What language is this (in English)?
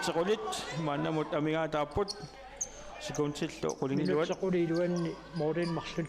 Kalaallisut